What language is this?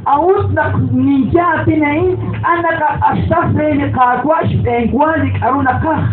Kekchí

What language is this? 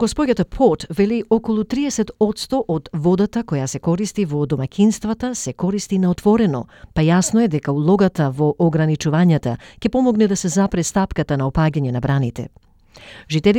Macedonian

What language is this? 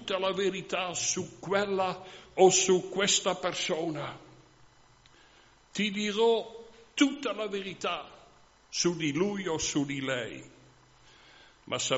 Italian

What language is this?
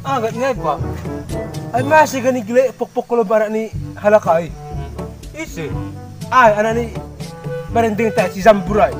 Batak Simalungun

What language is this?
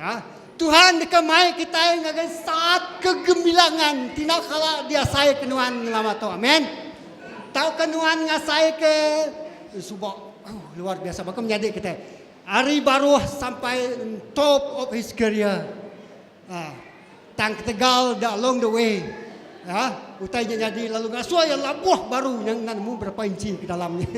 Iban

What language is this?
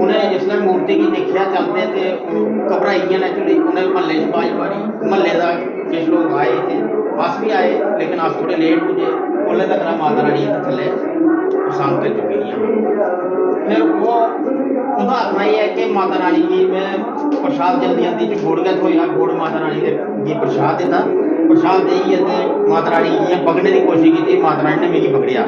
Dogri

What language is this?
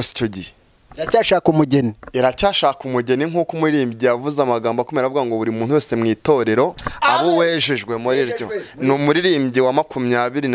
Kinyarwanda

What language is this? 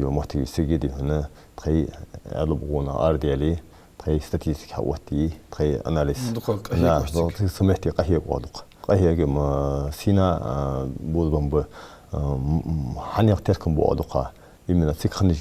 Ingush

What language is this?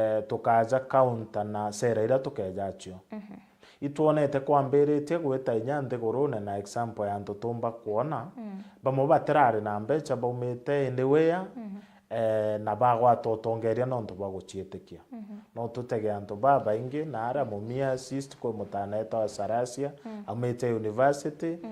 Meru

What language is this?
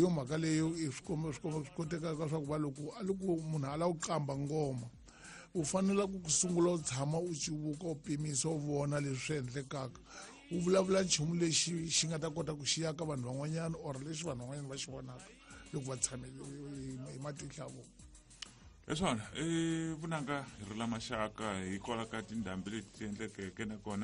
Tsonga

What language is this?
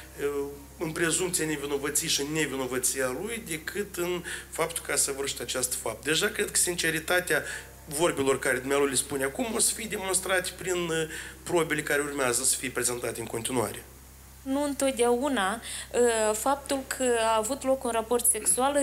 Romanian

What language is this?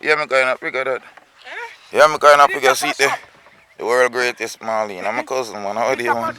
Jamaican Creole English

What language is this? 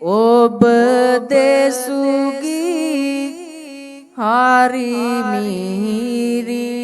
Sinhala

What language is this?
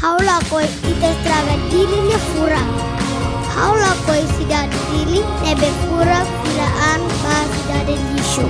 Tetum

